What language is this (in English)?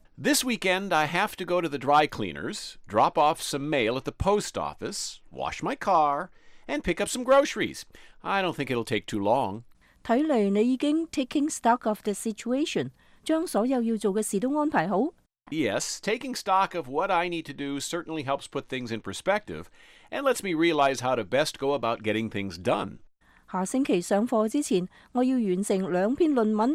Cantonese